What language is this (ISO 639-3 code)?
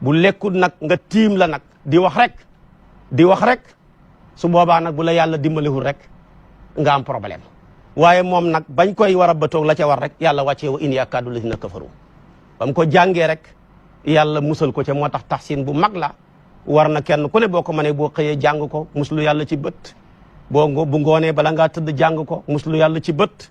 wol